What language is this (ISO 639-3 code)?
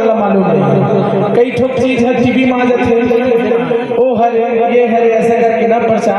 hne